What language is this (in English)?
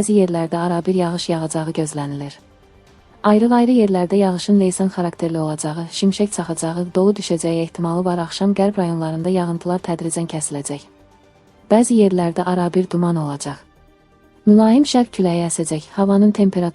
Azerbaijani